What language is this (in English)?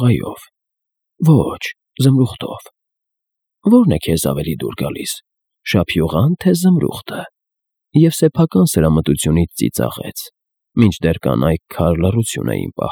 Armenian